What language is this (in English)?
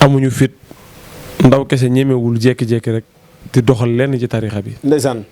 Wolof